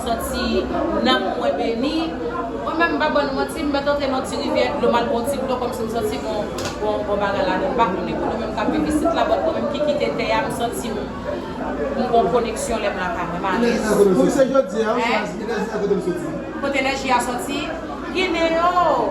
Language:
Haitian Creole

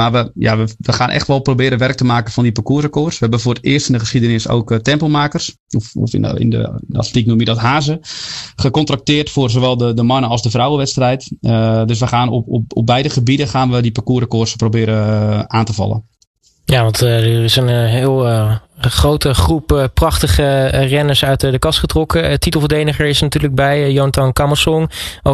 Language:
Dutch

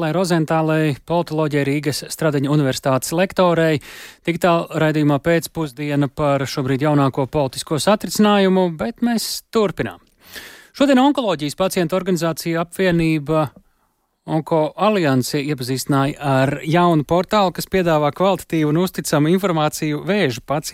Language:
Latvian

